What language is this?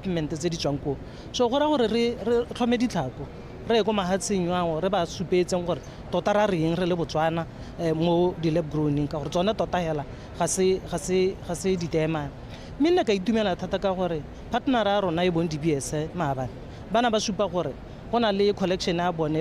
Tswana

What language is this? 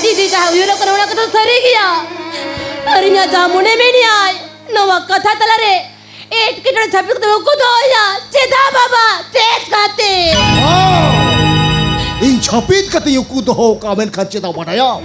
Santali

